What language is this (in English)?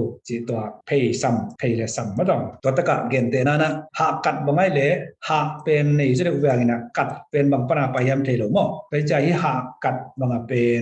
Tedim Chin